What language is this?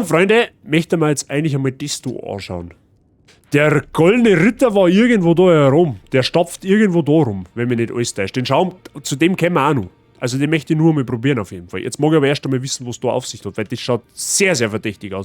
Bavarian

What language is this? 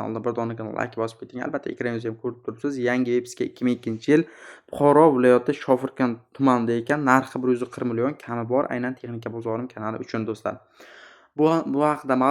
Uzbek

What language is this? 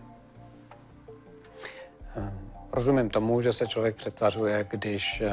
Czech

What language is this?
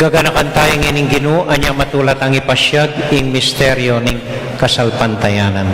Pampanga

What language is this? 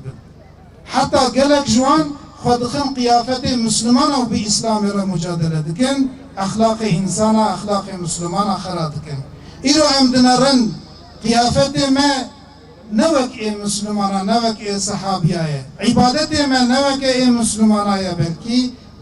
Kurdish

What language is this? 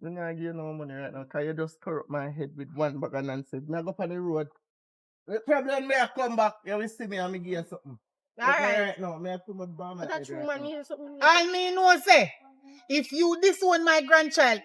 Jamaican Creole English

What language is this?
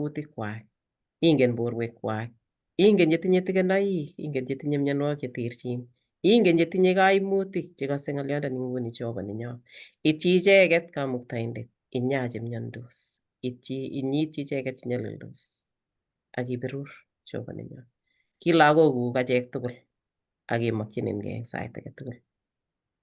Kalenjin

